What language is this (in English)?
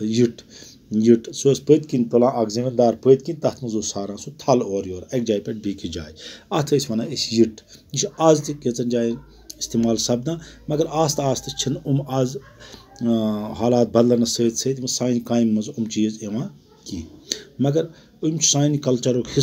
Kashmiri